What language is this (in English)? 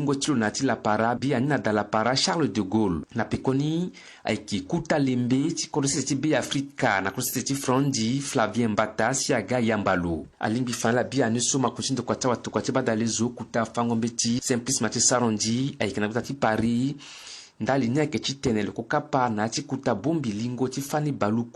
Sango